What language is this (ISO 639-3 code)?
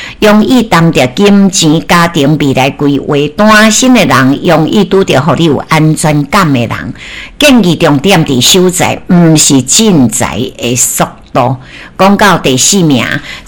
nan